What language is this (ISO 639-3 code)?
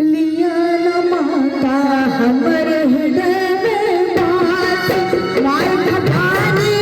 mai